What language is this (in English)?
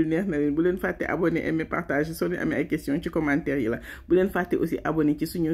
Wolof